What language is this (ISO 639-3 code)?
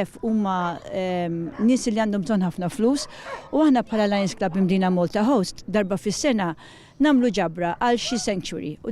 mlt